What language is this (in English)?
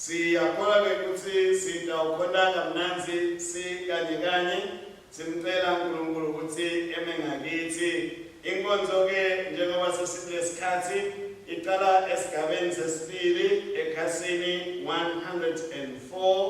Swati